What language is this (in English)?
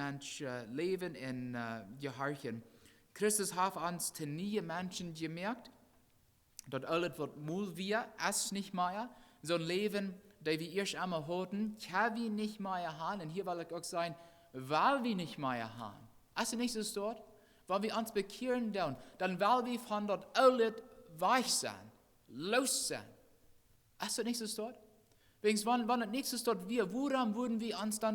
Plautdietsch